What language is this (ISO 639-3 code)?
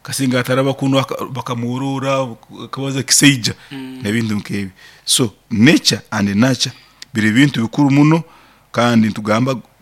nyn